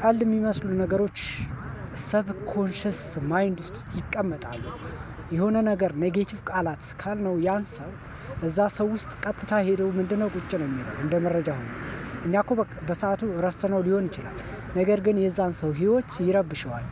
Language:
Amharic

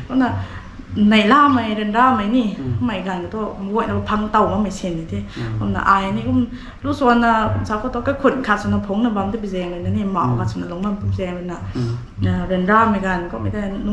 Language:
Rongmei Naga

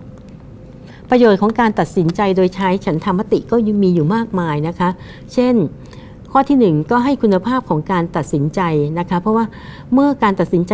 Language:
Thai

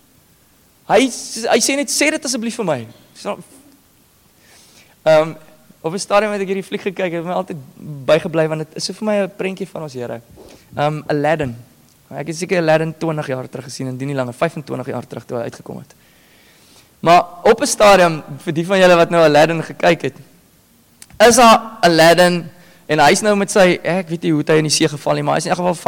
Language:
Afrikaans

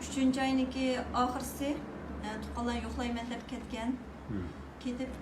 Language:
Uyghur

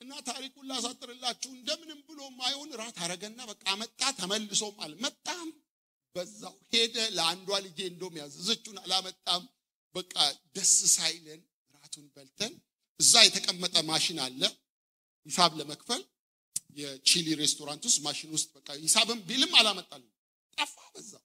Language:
Amharic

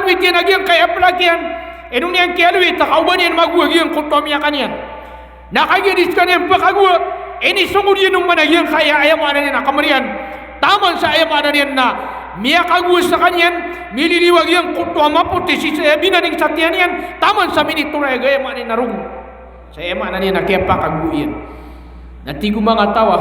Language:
Maranao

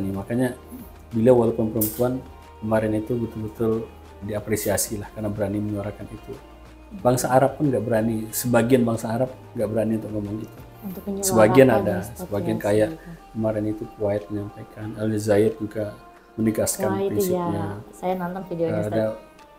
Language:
Indonesian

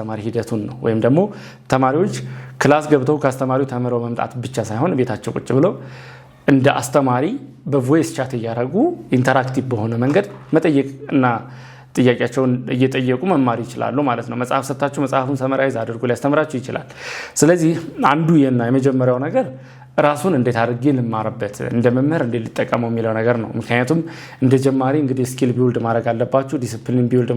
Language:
Amharic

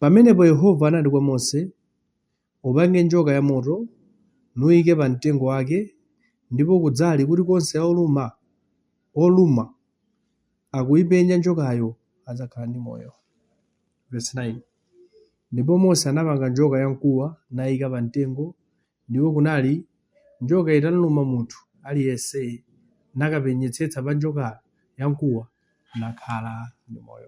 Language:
Nyanja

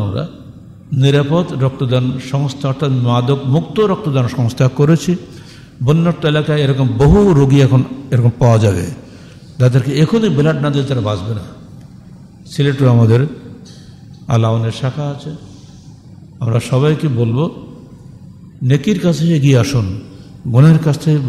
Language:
Bangla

